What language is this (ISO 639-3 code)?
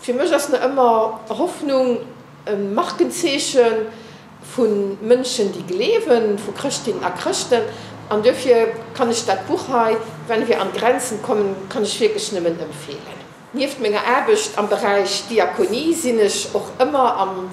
ltz